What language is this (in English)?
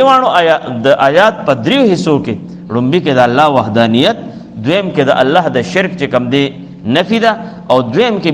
Pashto